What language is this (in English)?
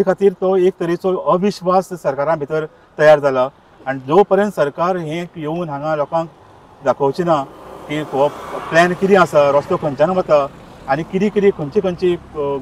Konkani